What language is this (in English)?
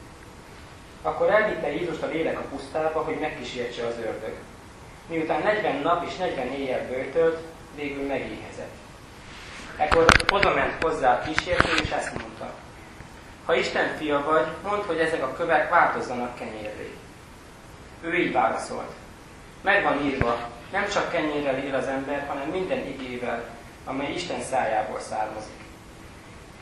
Hungarian